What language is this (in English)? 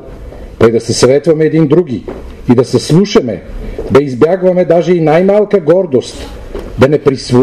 Bulgarian